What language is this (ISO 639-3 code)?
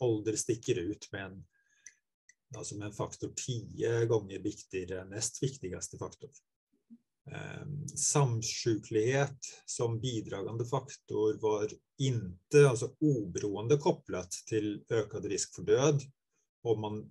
swe